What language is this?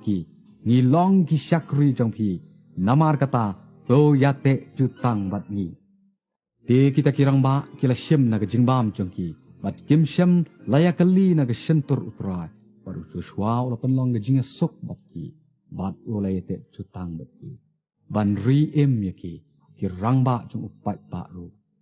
Khasi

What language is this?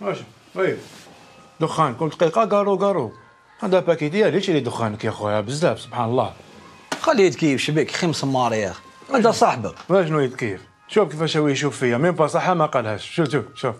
Algerian Arabic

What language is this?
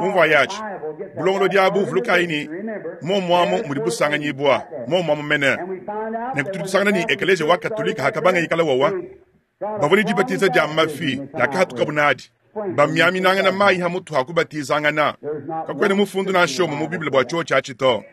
Luba-Lulua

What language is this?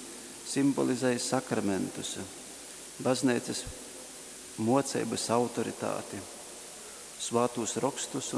Latgalian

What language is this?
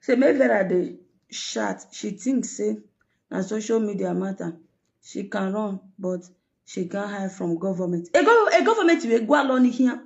Nigerian Pidgin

